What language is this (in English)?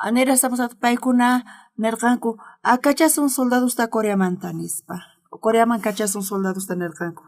South Bolivian Quechua